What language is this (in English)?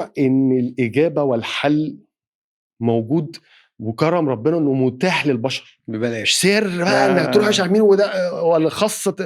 Egyptian Arabic